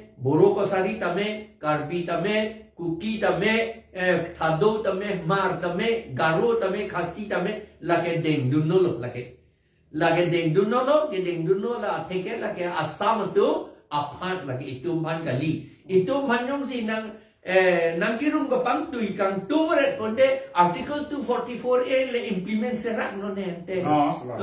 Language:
Karbi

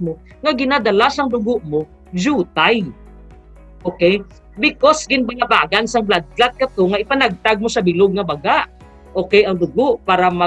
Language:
Hiligaynon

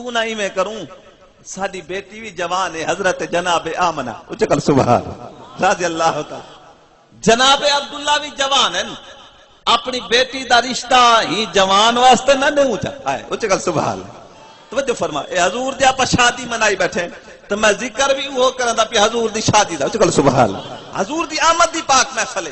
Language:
Saraiki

